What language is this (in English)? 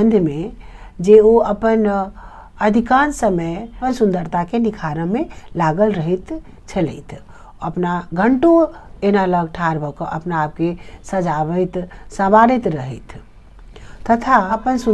Maithili